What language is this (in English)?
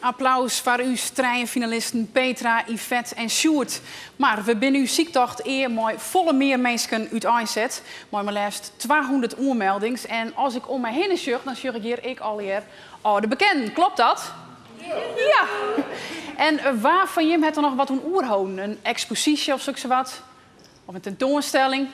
Western Frisian